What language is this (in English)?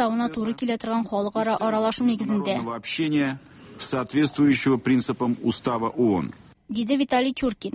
Tatar